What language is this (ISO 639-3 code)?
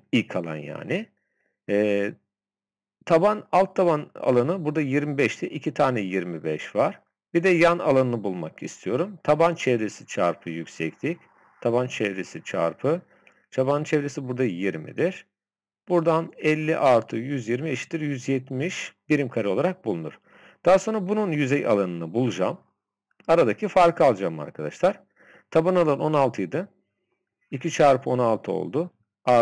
tur